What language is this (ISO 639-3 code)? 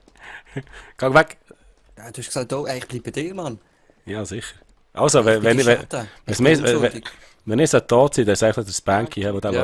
gsw